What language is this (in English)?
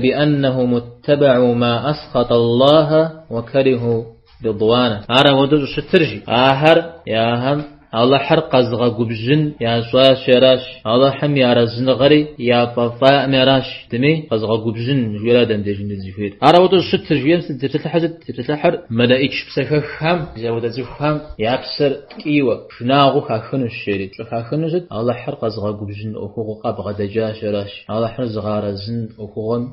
Kabardian